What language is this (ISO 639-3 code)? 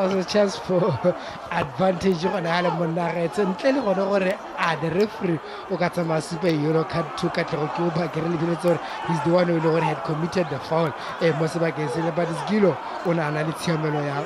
tsn